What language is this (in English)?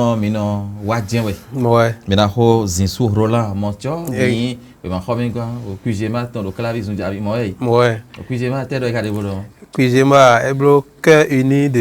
Fon